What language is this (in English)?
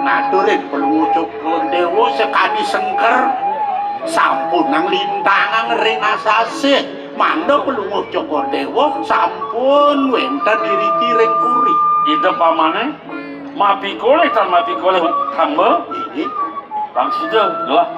Balinese